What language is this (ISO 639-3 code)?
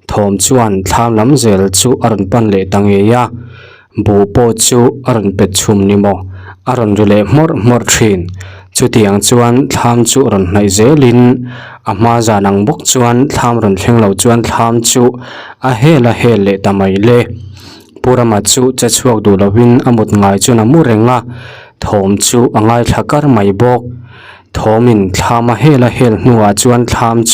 lus